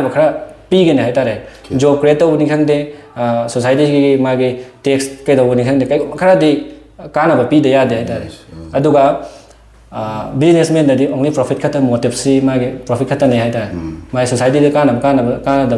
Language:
Manipuri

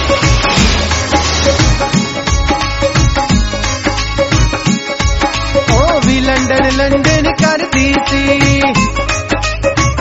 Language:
Punjabi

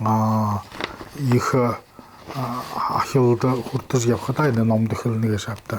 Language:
Buriat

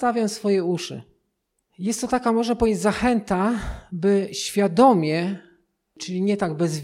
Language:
Polish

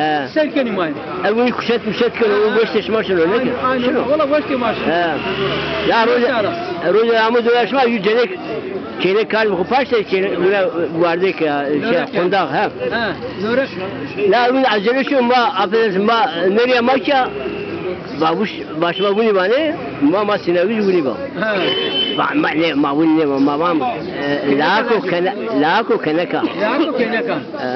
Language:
Zaza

